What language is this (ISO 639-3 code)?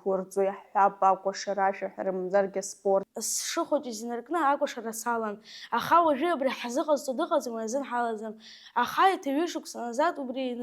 abk